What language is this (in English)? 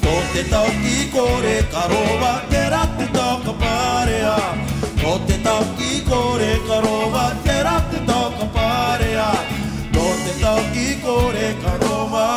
Māori